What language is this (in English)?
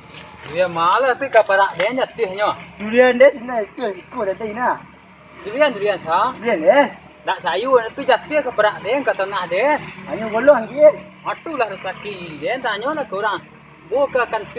Minangkabau